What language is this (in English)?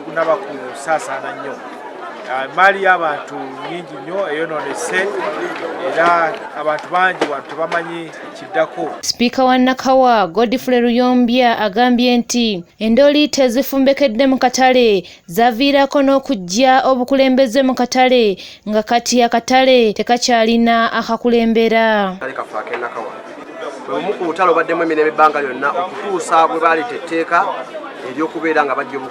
Ganda